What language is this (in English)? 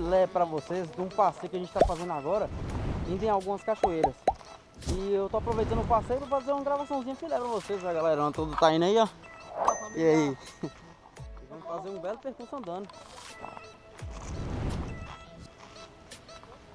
Portuguese